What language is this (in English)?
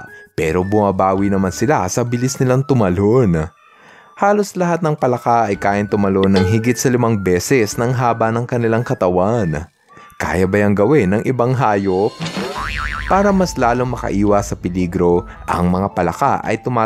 Filipino